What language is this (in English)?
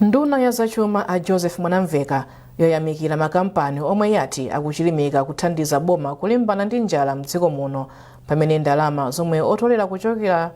Nyanja